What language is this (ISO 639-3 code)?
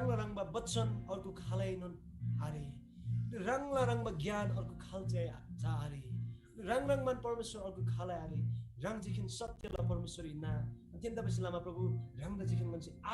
taj